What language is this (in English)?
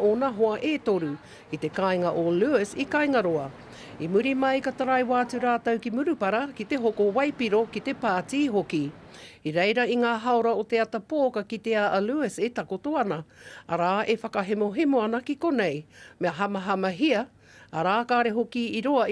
Māori